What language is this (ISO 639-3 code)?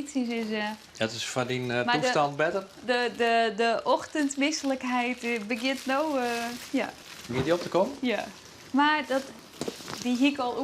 fry